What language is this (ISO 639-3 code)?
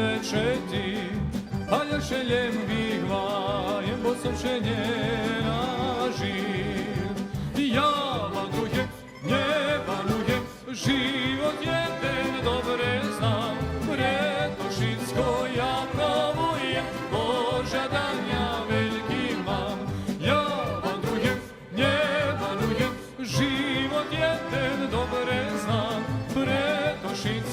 rue